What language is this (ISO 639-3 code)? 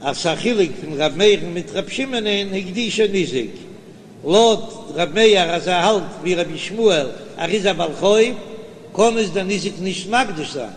yid